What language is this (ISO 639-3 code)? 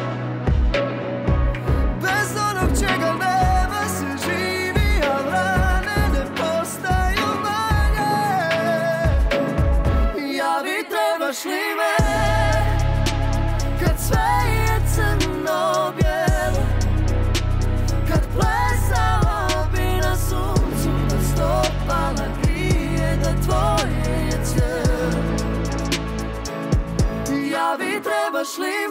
hrv